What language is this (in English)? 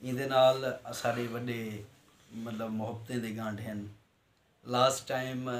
Saraiki